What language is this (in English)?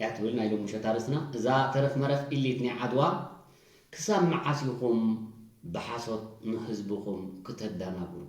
Tigrinya